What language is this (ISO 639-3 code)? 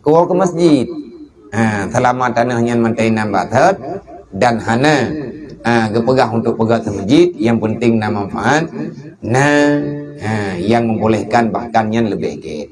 ace